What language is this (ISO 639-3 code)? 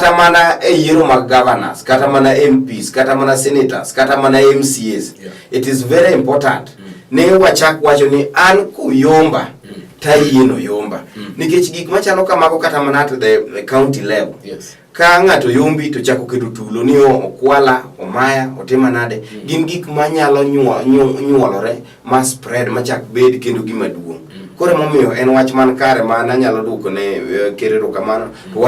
luo